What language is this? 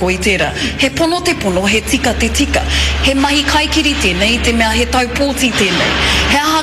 Māori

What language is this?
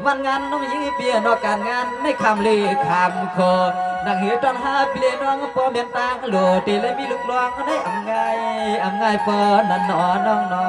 Shan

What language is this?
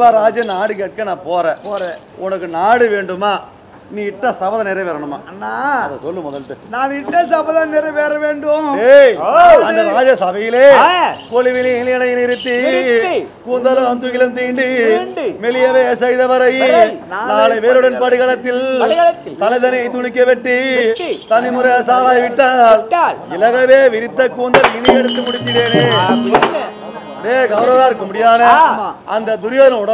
Tamil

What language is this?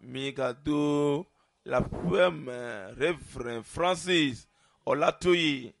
Ewe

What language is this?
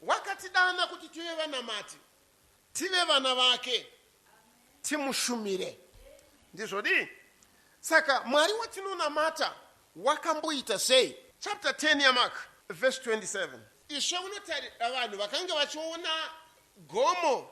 Shona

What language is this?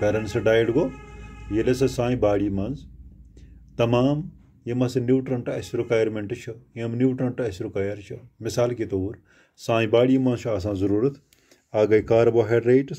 Kashmiri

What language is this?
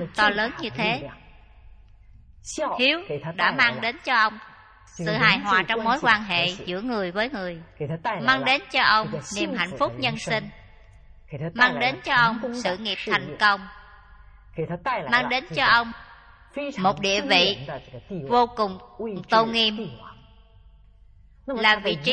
Vietnamese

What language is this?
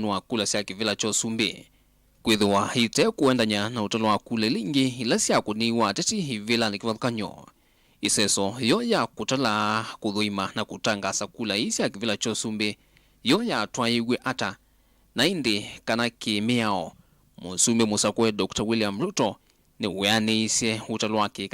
Kamba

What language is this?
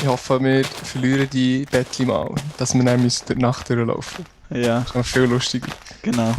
Swiss German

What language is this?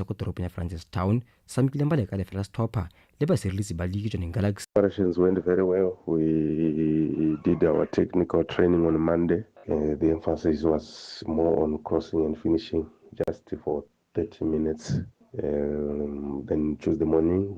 Tswana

